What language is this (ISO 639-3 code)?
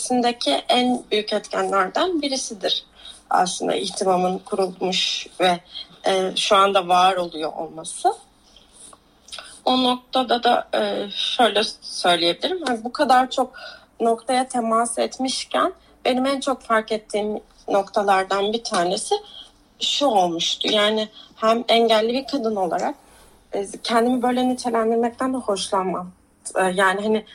tur